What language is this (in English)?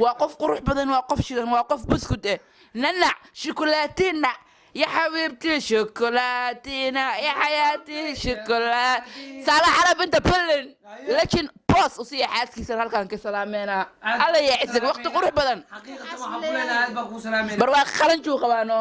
Somali